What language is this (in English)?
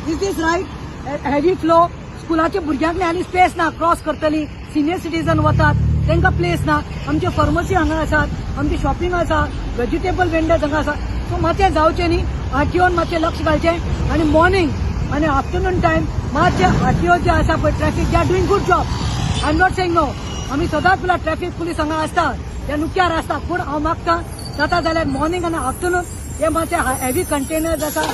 Konkani